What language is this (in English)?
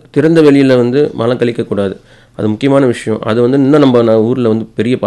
Tamil